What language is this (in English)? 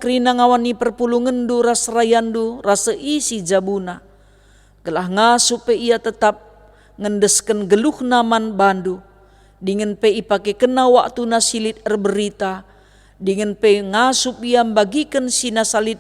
Batak Karo